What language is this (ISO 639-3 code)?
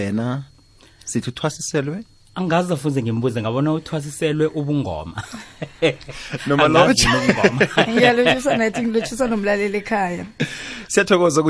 nbl